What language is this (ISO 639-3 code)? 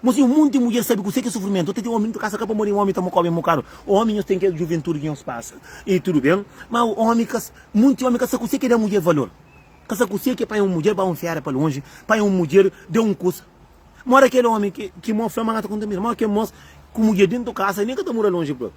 kea